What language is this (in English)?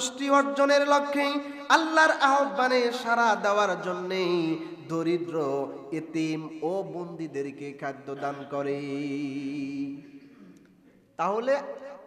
Bangla